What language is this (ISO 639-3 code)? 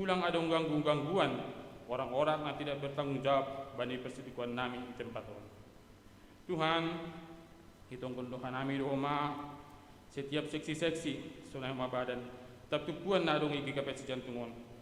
bts